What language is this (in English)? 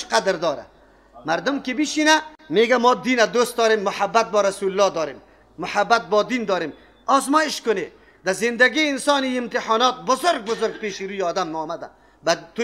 Persian